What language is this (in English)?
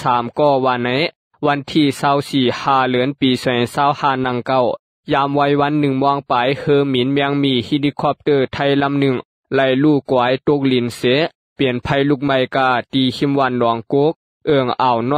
Shan